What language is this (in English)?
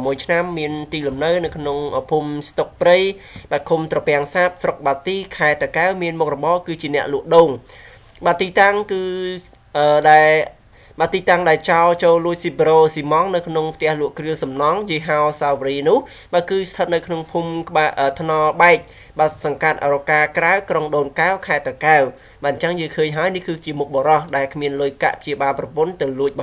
Khmer